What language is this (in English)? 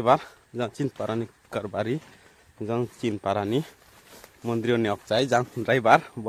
Riang (India)